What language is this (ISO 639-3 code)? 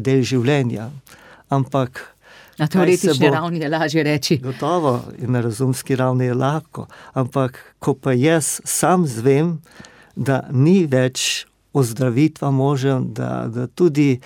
slv